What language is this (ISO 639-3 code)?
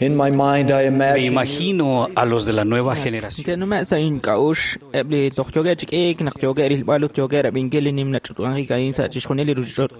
kek